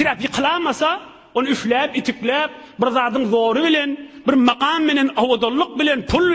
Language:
Turkmen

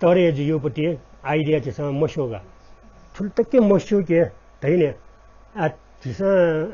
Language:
Newari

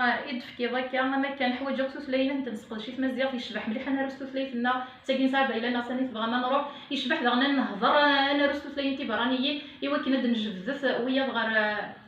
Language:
Kabyle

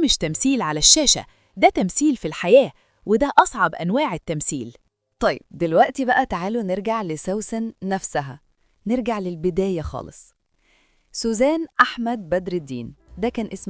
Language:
Egyptian Arabic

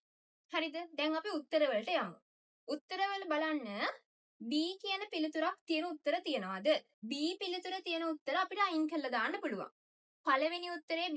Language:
Sinhala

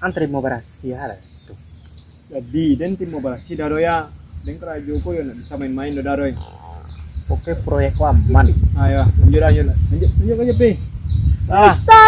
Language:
Minangkabau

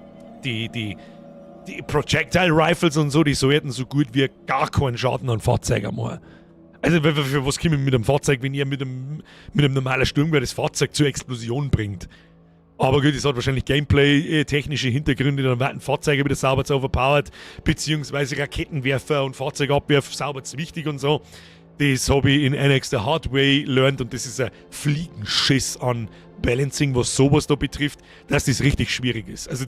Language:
Bavarian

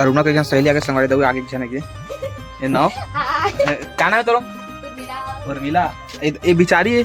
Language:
Chhattisgarhi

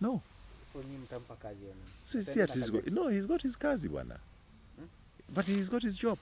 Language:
Meru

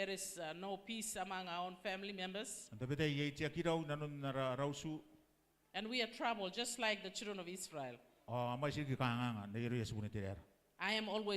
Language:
Gilbertese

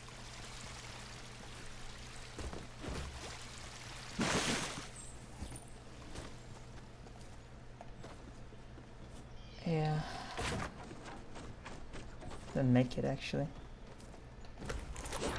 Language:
English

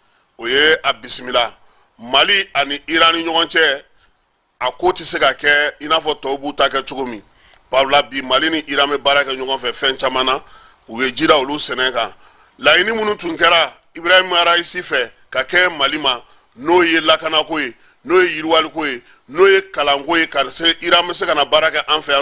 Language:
Bambara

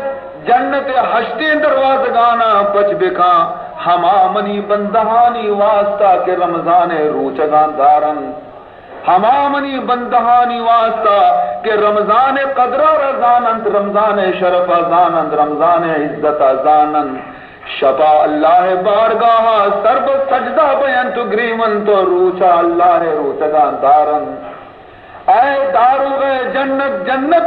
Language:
Baluchi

